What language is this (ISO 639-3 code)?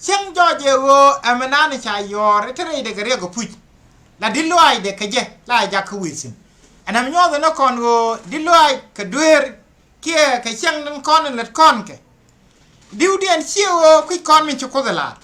nus